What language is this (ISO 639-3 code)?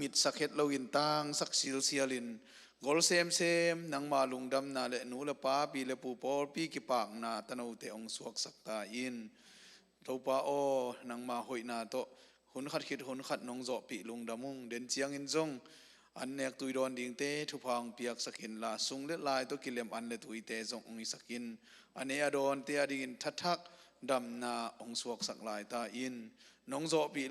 ctd